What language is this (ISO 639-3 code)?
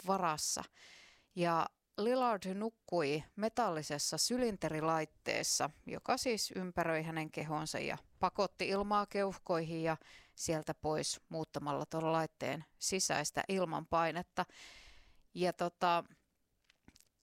fin